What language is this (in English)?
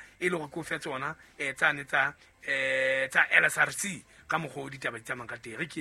Southern Sotho